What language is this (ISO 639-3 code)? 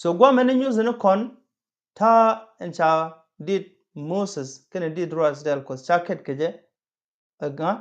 nus